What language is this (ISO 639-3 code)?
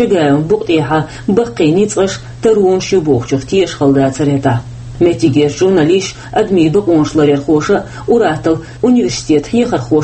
che